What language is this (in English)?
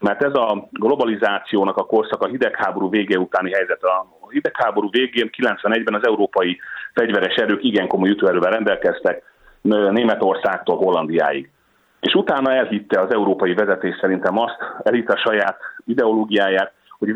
Hungarian